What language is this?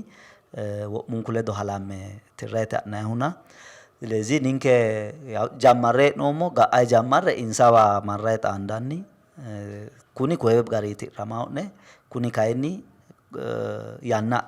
Sidamo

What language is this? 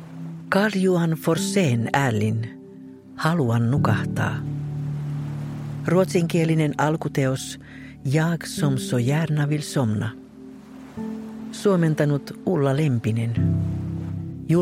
Finnish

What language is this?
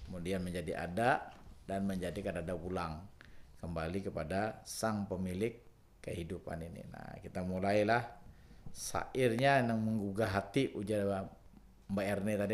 Banjar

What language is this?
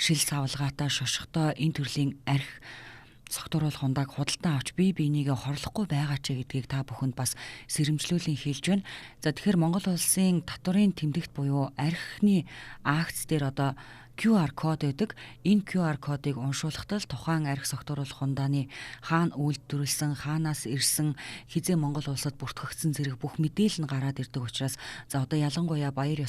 Mongolian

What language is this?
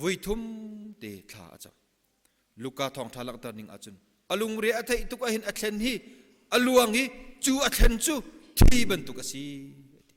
Hakha Chin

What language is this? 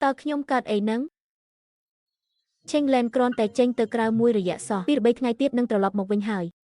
Khmer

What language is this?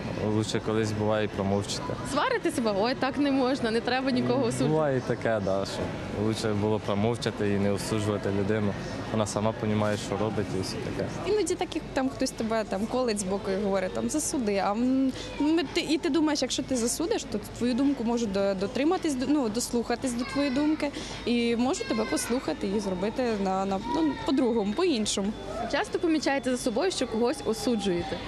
Ukrainian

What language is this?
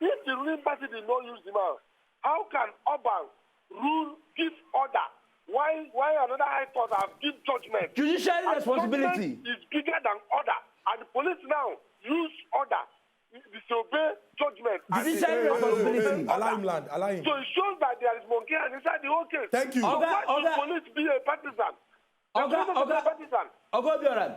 Nigerian Pidgin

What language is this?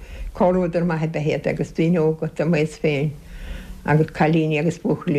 Irish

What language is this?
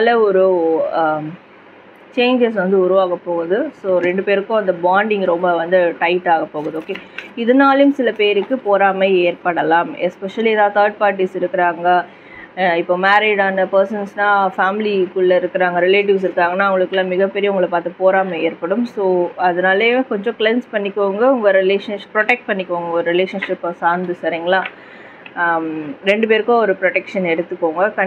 Tamil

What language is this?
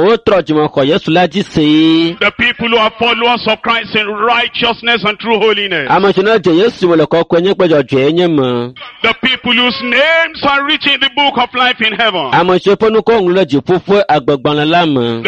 Ewe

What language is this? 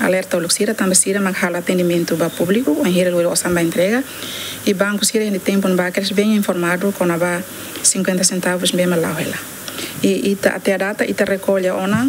Tetum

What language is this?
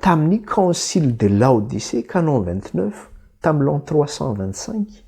Malagasy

